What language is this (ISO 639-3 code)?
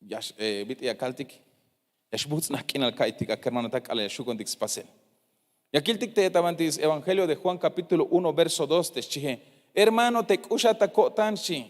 tzh